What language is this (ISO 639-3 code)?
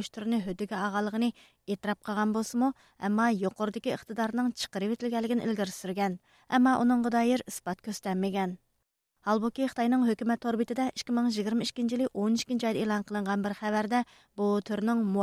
uig